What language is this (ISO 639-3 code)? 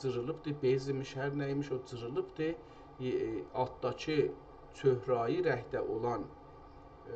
azb